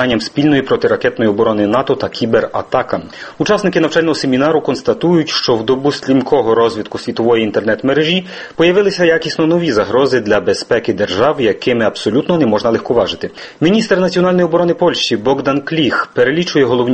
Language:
Ukrainian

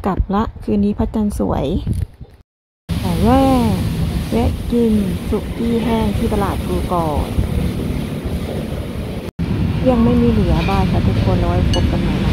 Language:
Thai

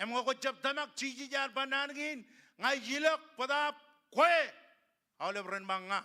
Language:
Marshallese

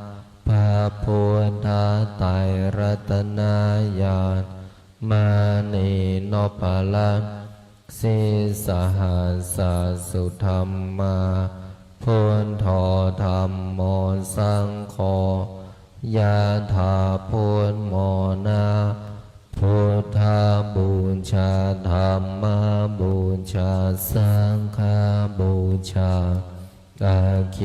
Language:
Pali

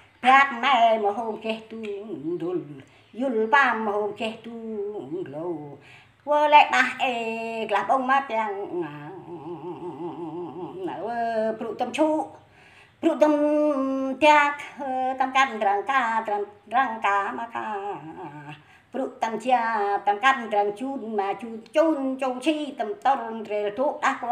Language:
Central Mnong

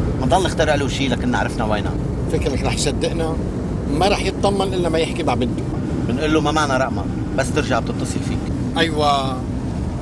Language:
North Levantine Arabic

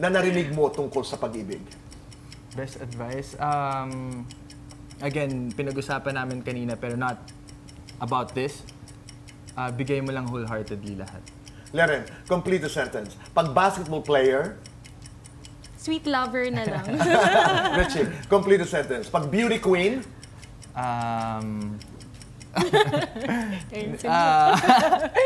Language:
Filipino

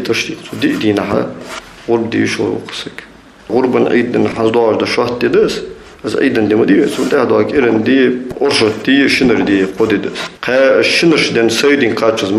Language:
Ingush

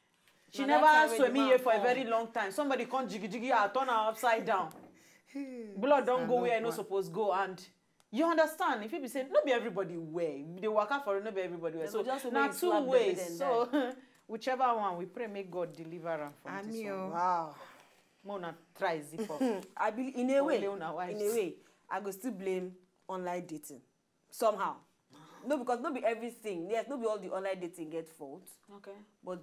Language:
Nigerian Pidgin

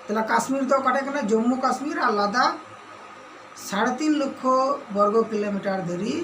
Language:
Santali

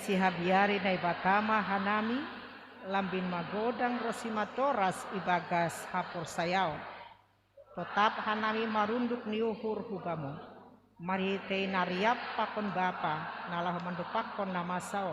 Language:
Batak Simalungun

